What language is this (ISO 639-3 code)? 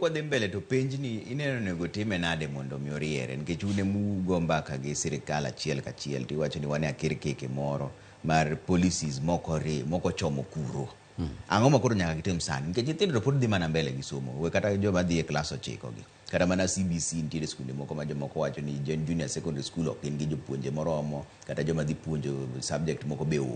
luo